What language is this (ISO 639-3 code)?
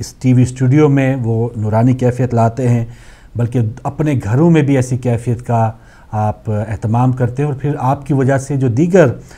urd